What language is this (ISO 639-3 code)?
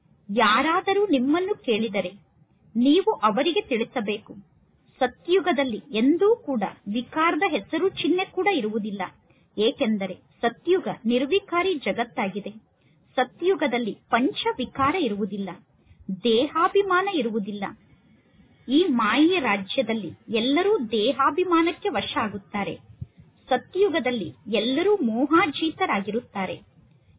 kan